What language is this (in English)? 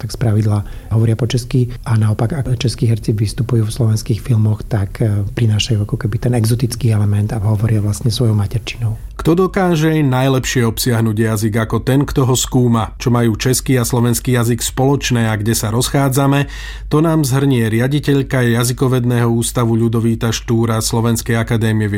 Slovak